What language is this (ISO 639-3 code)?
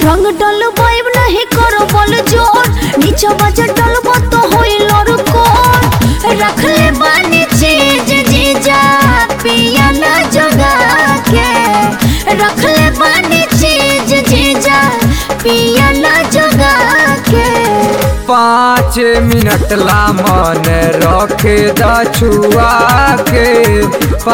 bho